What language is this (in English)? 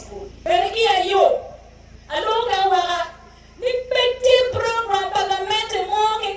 Acoli